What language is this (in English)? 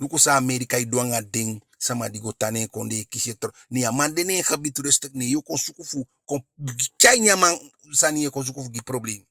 Eastern Maroon Creole